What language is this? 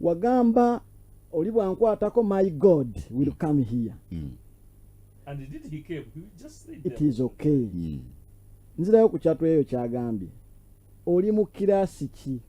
Ganda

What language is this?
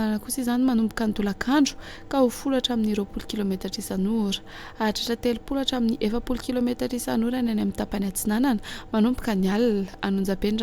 Malagasy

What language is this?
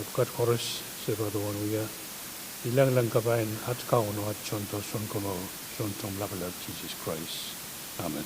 Pohnpeian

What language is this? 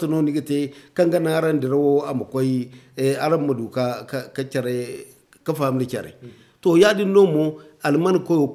Zarma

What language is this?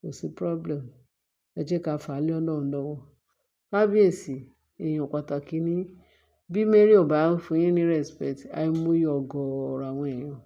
Yoruba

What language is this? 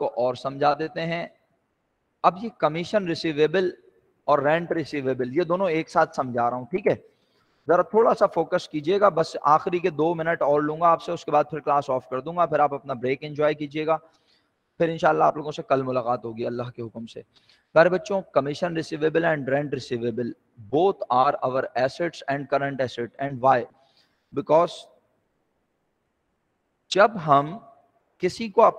Urdu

